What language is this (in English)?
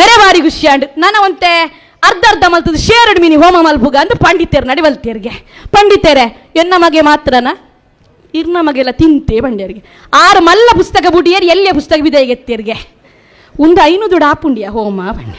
Tulu